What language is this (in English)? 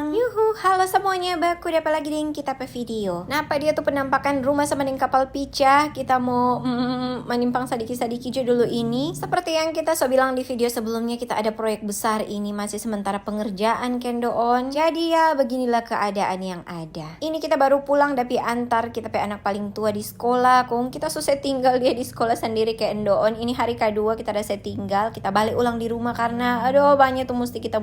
Manado Malay